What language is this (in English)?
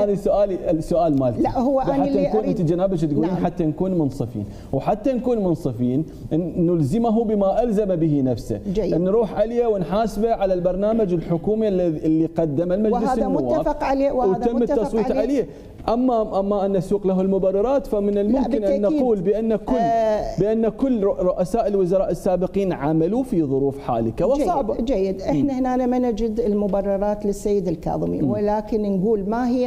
Mesopotamian Arabic